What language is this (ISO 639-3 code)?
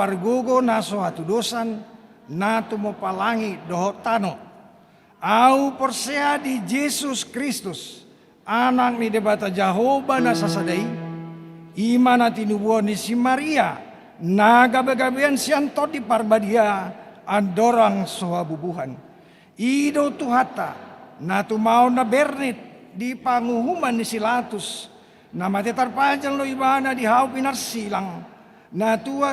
bbc